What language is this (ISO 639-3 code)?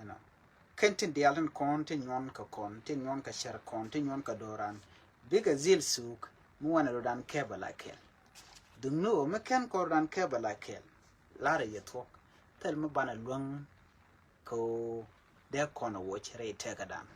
nus